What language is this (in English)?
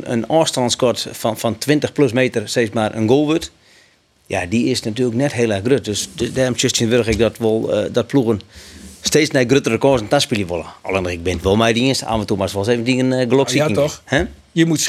Western Frisian